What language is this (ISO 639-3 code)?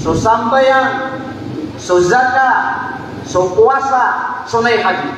mrw